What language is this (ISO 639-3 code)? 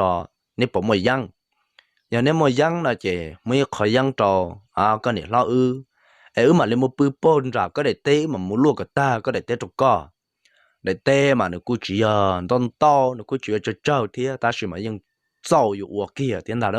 hmn